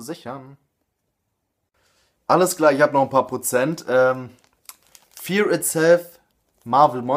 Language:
German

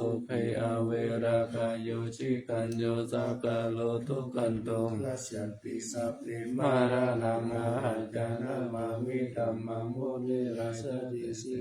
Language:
Pali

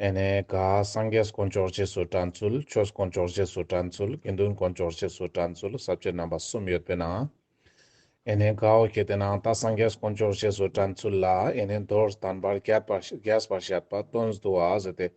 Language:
Ladakhi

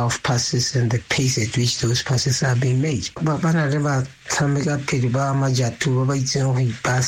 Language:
Tswana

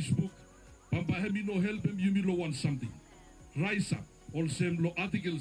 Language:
Bislama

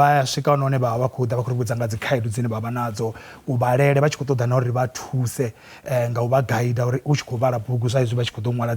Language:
Venda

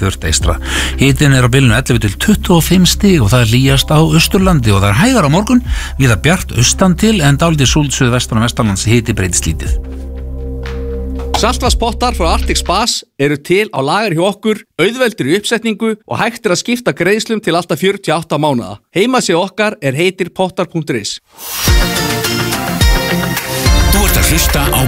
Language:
Icelandic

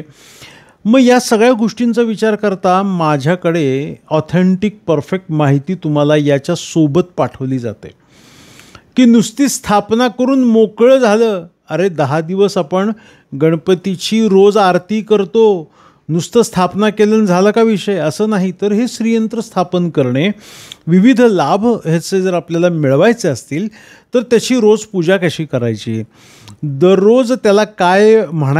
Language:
Marathi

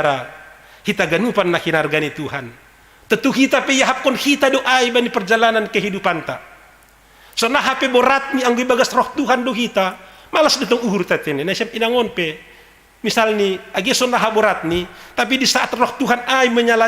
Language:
Batak Simalungun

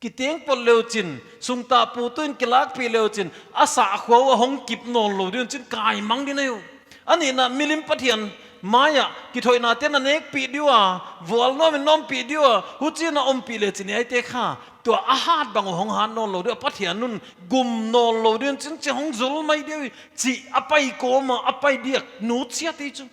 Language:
Paite Chin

